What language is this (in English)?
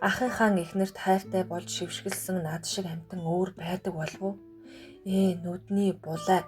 Mongolian